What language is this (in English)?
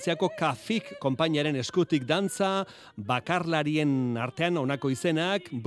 Basque